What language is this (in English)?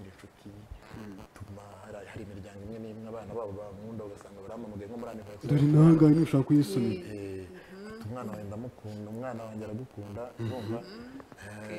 Kinyarwanda